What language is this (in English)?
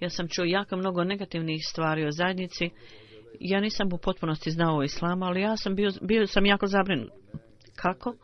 Bosnian